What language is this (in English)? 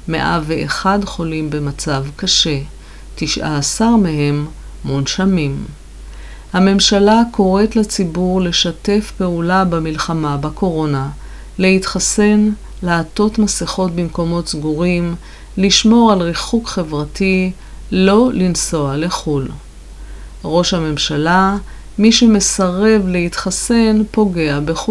Hebrew